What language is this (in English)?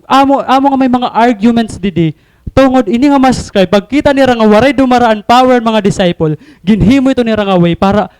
Waray